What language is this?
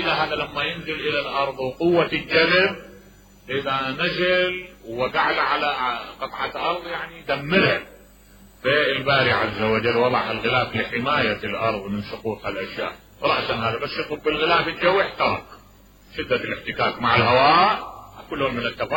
Mesopotamian Arabic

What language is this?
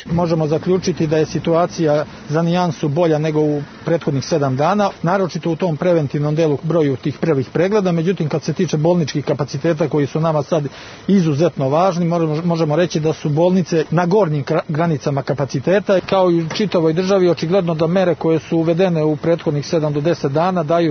Serbian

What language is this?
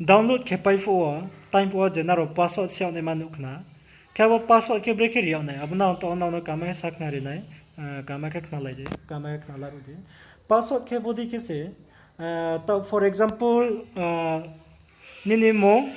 Riang (India)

